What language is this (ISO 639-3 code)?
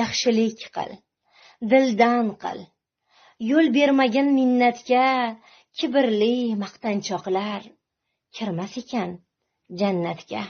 uzb